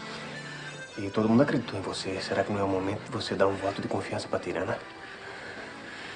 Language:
Portuguese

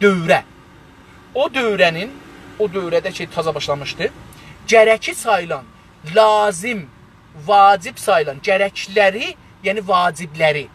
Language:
South Azerbaijani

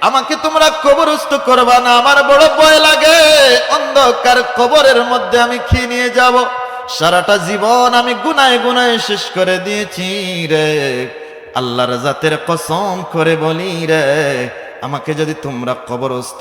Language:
Sylheti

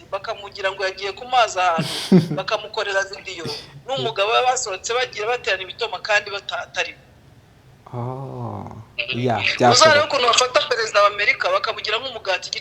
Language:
Kinyarwanda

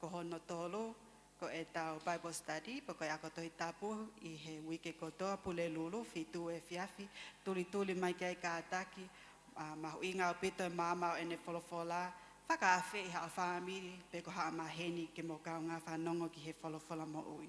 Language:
Tongan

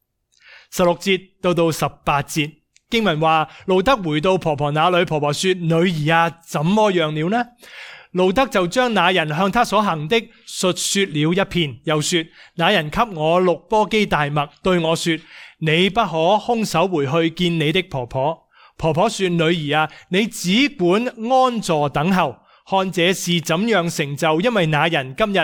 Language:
Cantonese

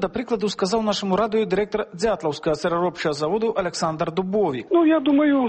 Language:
Belarusian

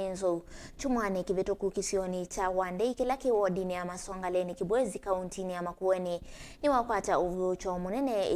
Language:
Kamba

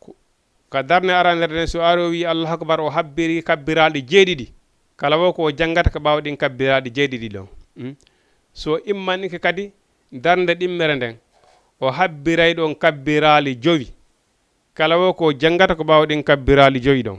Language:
Fula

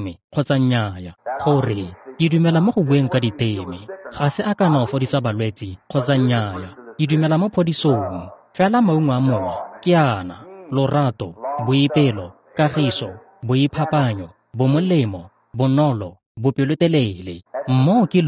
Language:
Tswana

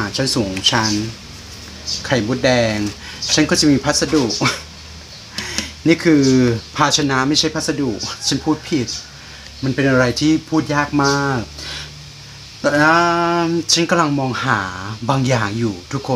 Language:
Thai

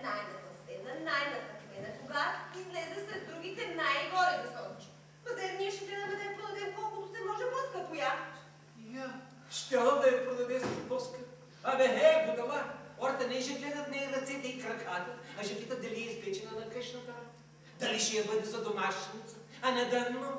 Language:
Bulgarian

